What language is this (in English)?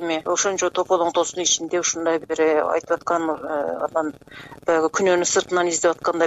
Kyrgyz